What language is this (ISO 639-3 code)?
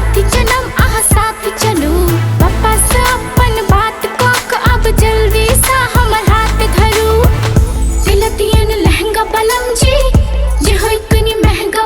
mai